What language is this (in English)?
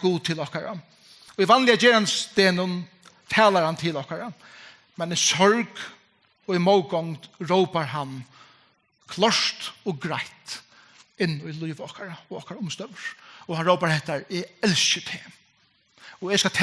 Faroese